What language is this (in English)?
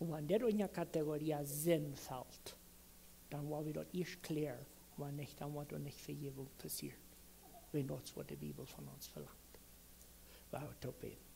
Plautdietsch